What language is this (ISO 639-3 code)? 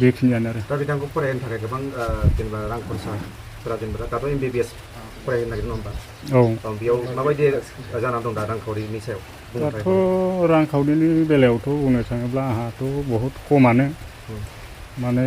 brx